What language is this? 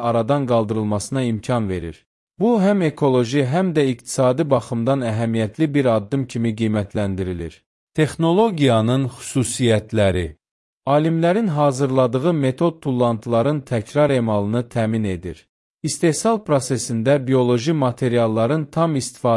Azerbaijani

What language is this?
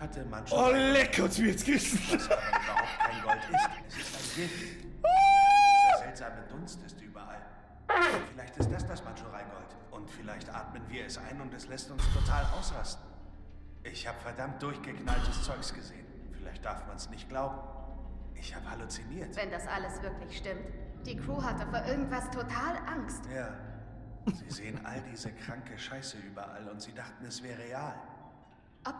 Bavarian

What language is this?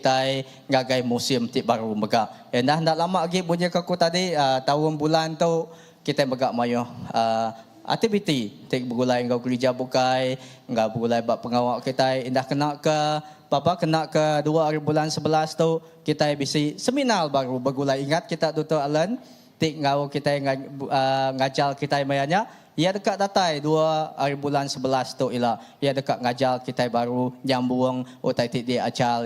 Iban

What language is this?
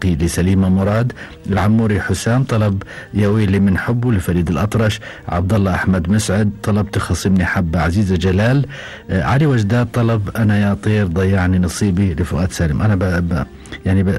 Gulf Arabic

